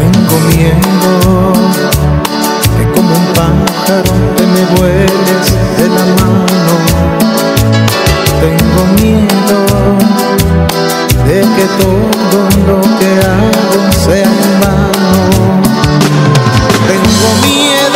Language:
Spanish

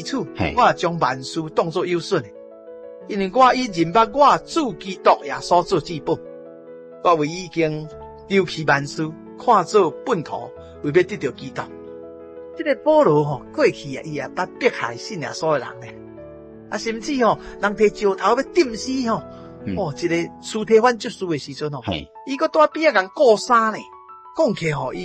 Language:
Min Nan Chinese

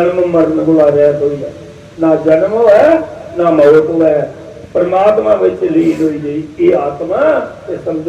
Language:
Dogri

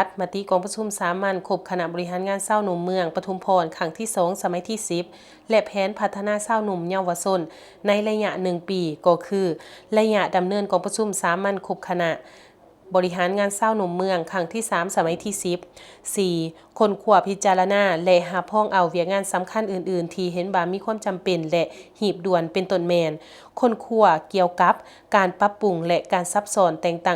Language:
Lao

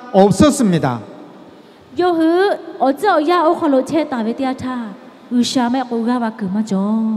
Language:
Lahu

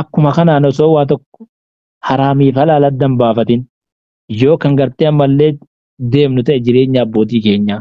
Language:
Oromo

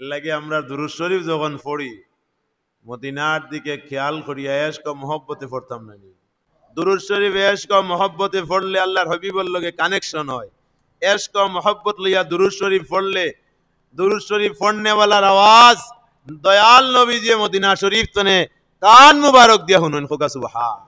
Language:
Sylheti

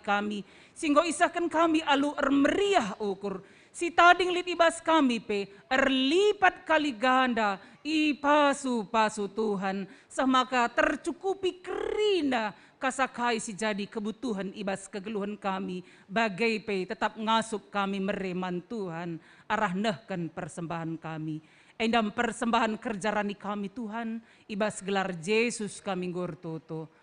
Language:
Batak Karo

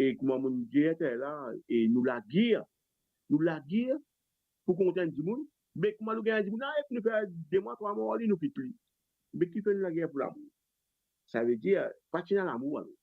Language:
Morisyen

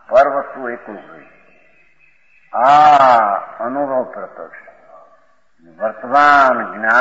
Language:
Gujarati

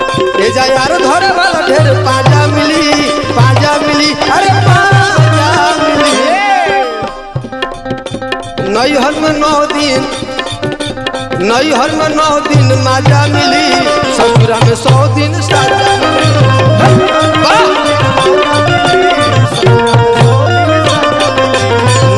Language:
Bhojpuri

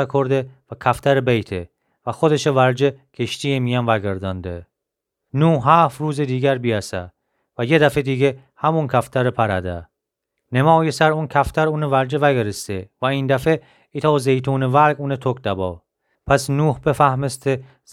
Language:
Gilaki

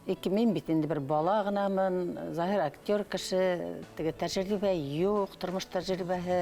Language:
Bashkir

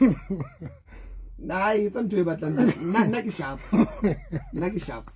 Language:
Southern Sotho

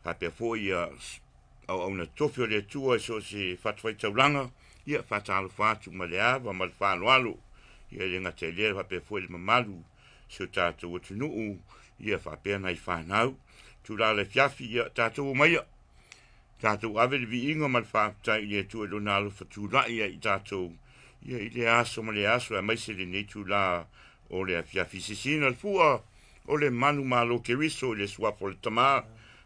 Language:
Samoan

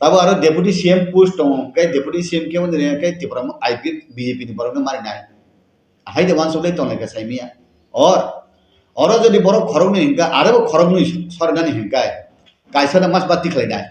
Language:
Kok Borok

